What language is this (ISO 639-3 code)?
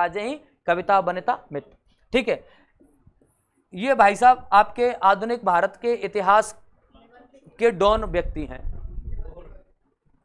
hin